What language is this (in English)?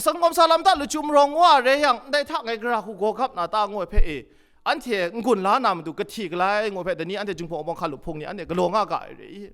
Kachin